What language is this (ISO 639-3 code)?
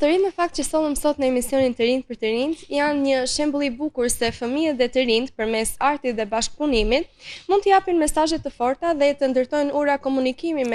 sqi